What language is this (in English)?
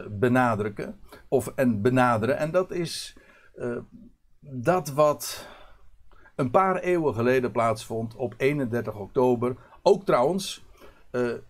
Dutch